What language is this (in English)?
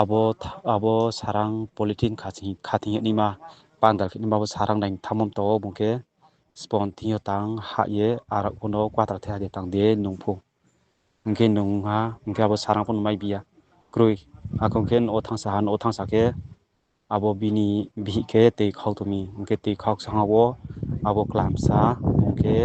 Riang (India)